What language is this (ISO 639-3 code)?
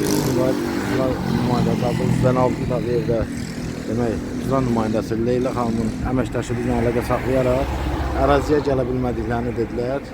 aze